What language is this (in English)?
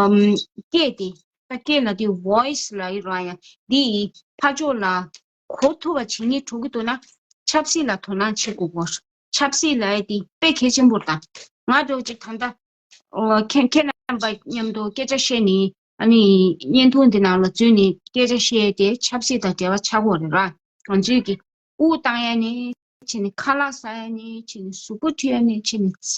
Tibetan